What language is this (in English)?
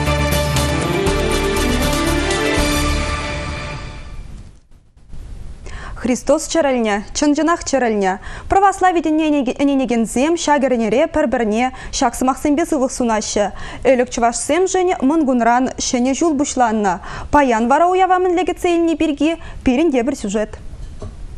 Chuvash